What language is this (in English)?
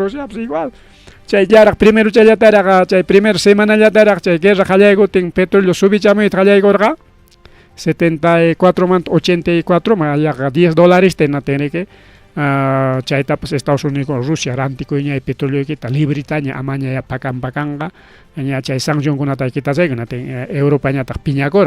Ayacucho Quechua